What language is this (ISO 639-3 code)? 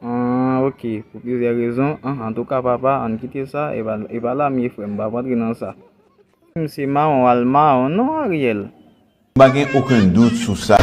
hat